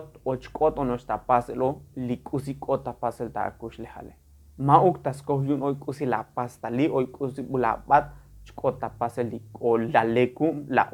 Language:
Tzotzil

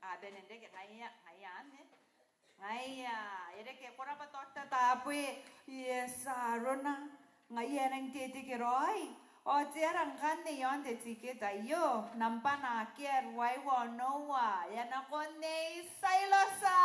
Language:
Gilbertese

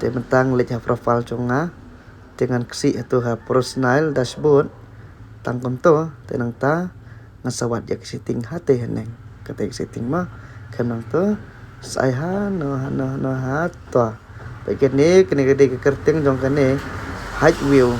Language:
Khasi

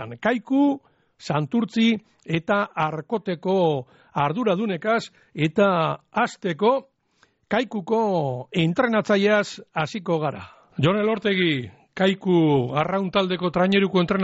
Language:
Basque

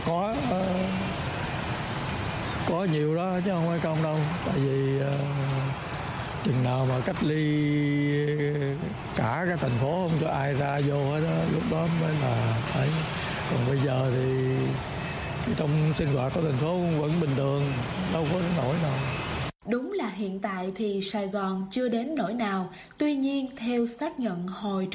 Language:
Vietnamese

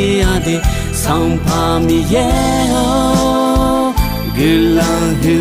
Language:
Akha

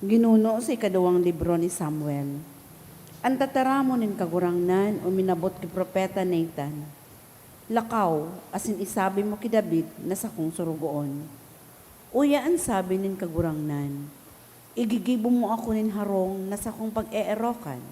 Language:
Bikol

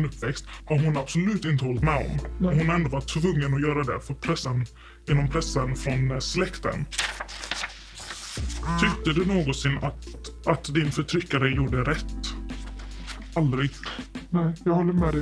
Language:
Swedish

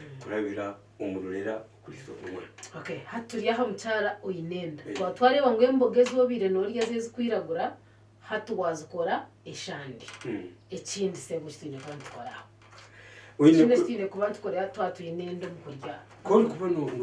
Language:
Nyankole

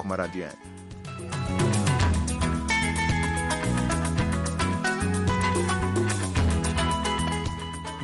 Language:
Kinyarwanda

